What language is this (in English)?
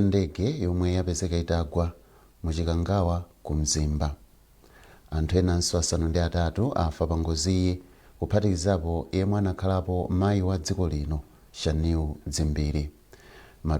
Nyanja